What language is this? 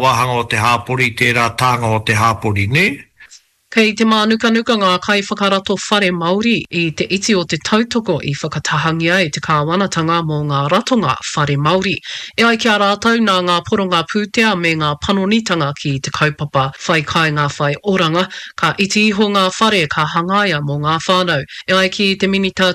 Māori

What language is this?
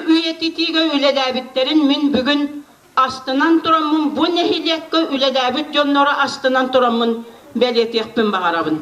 Yakut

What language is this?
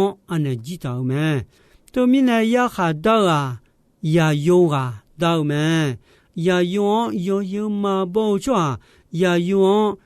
Akha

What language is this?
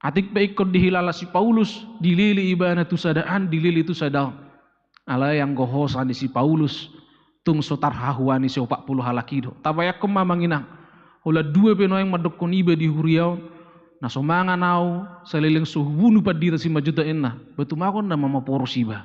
Batak Toba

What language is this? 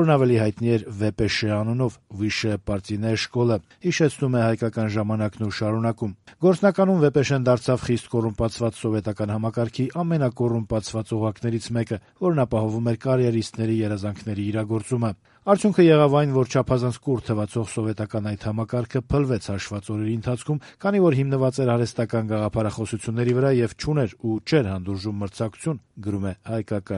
Armenian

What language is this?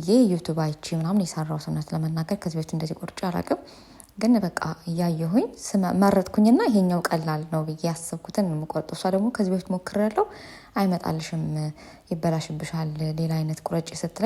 Amharic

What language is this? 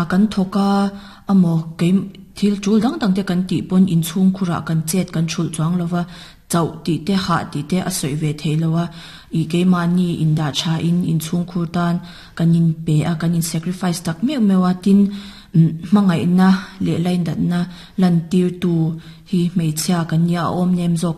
Mizo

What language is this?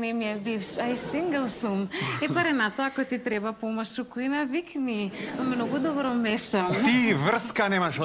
Macedonian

